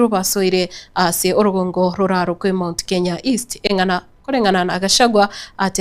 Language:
Gusii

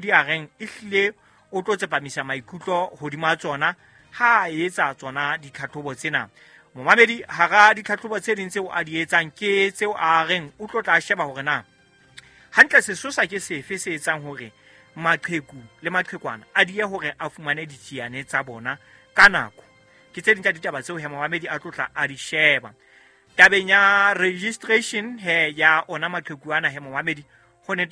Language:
Southern Sotho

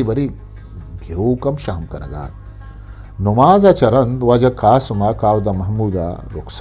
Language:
Eastern Balochi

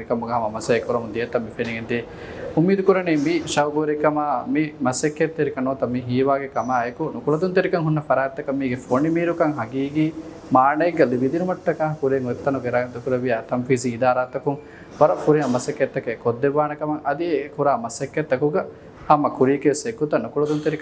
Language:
Divehi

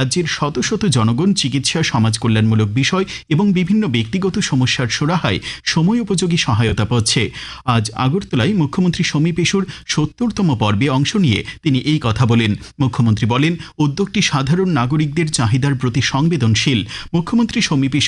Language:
Bangla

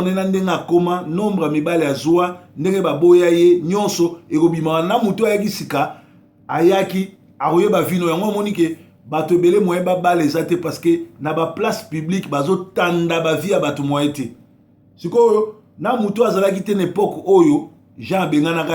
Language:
Lingala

